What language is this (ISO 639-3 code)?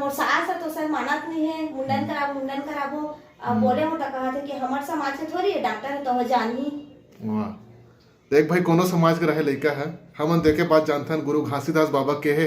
hne